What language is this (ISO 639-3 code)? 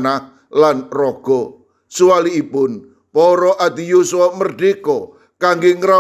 jav